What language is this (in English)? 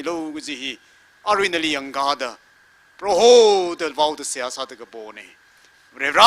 Tangkhul Naga (India)